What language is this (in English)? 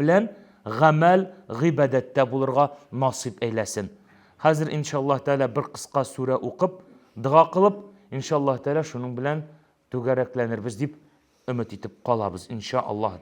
Tatar